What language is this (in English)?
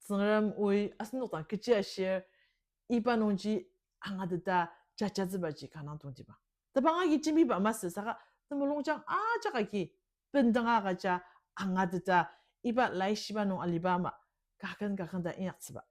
Ao Naga